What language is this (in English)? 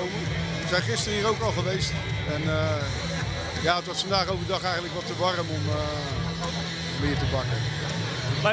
Dutch